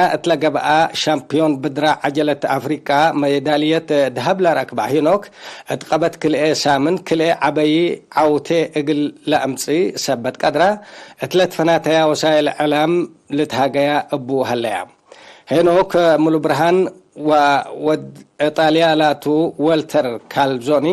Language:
Tigre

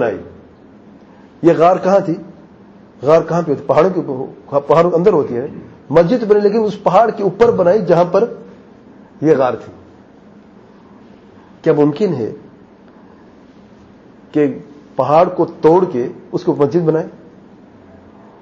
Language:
Urdu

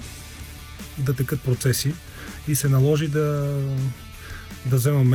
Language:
Bulgarian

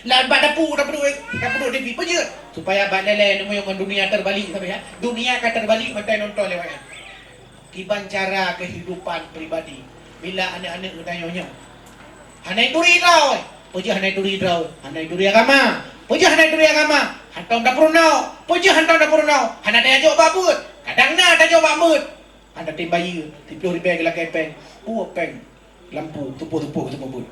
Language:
Achinese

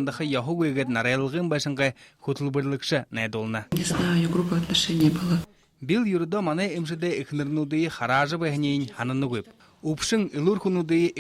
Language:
Buriat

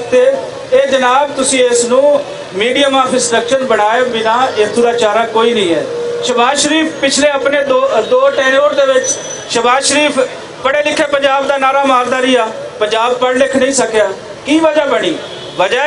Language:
Western Panjabi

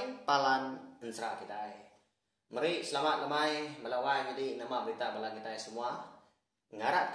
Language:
Iban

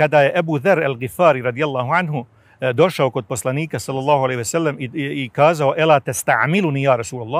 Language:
Bosnian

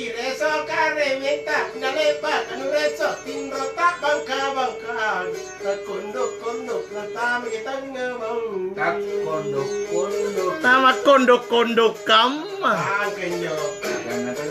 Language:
Makasar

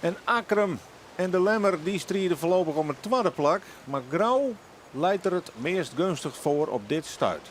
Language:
Western Frisian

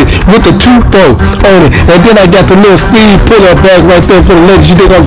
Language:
English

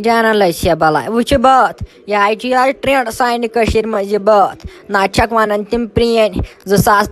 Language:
Kashmiri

